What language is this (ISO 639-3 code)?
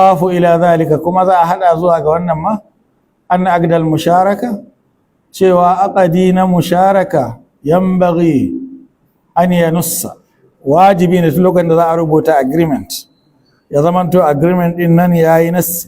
hau